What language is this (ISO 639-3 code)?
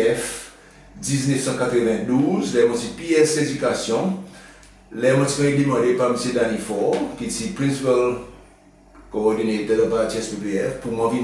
crs